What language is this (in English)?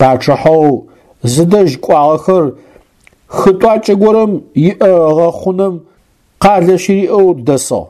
Adyghe